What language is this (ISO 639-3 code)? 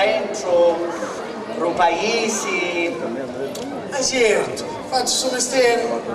scn